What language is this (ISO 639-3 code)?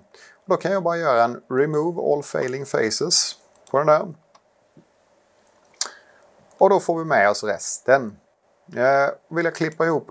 swe